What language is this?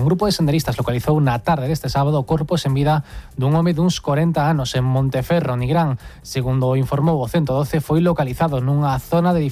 Galician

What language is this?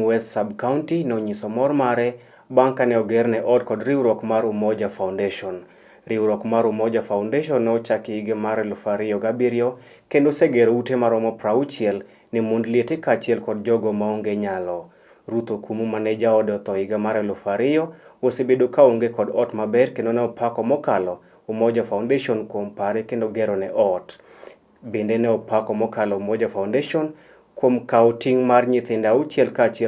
Luo (Kenya and Tanzania)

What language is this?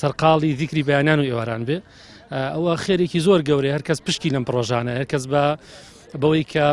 Central Kurdish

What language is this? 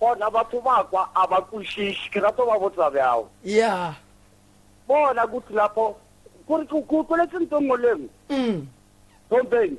Northern Sotho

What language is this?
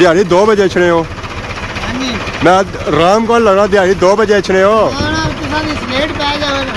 Pahari-Potwari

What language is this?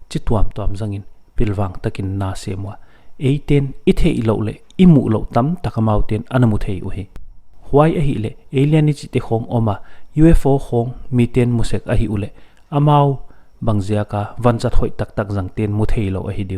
Paite Chin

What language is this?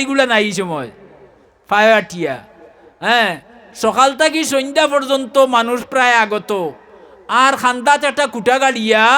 Sylheti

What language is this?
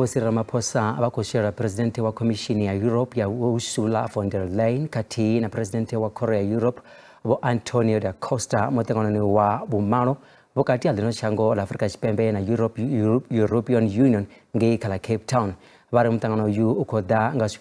Venda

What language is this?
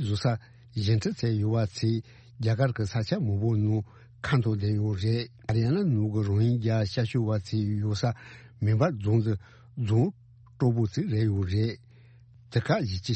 Tibetan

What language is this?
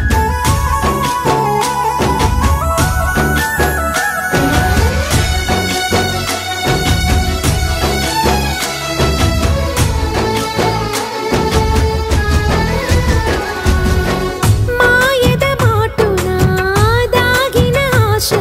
Telugu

